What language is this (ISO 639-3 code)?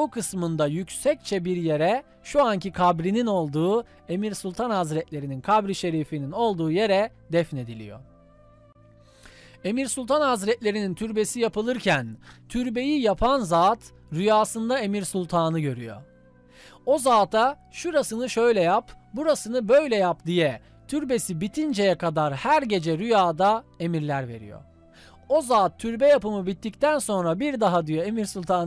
tur